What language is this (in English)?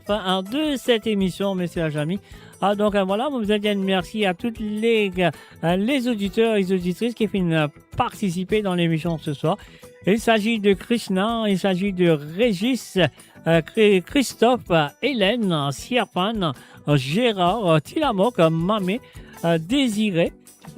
Morisyen